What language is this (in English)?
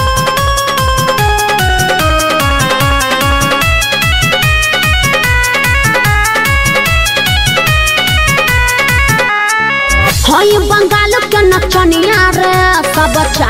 Bhojpuri